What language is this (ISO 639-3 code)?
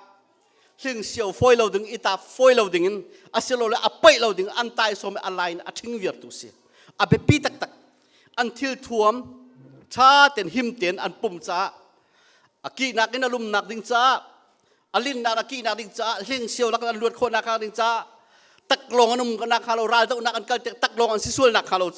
cnh